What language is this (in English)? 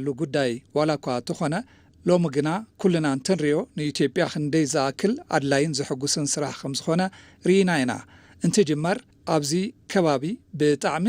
Tigrinya